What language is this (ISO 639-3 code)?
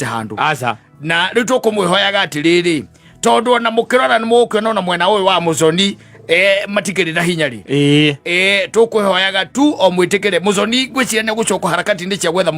kik